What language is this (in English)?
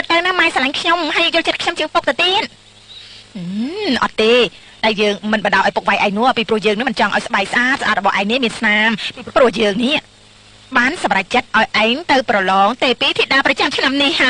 Khmer